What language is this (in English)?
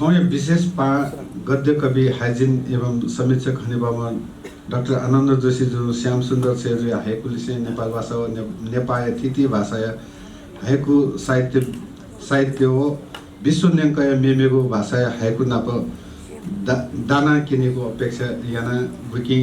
Newari